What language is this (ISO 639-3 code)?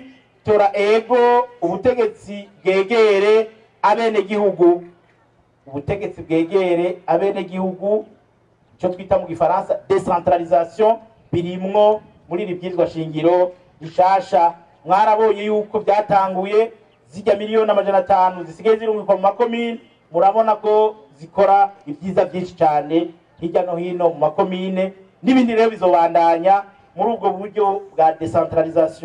run